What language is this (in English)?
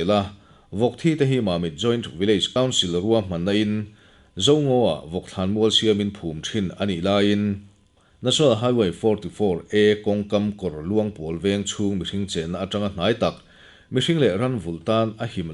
Mizo